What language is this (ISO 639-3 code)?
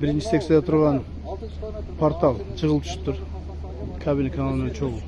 kir